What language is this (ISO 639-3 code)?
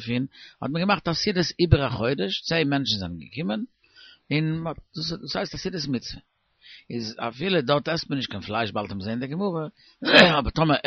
yid